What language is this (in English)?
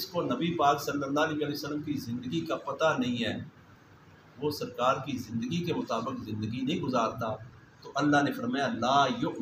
Urdu